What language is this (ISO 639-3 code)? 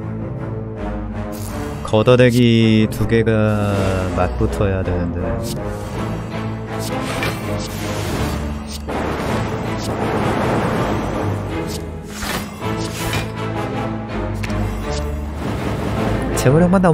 kor